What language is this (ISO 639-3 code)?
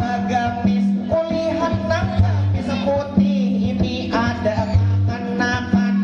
bjn